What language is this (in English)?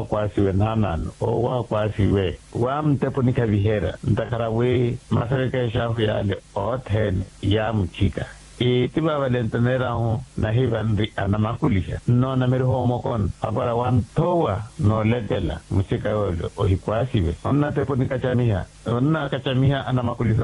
Makhuwa